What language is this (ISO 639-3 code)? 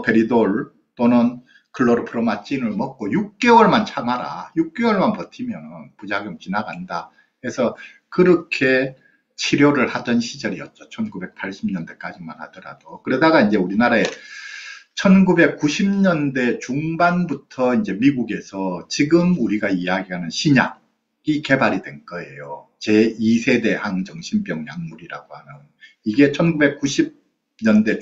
kor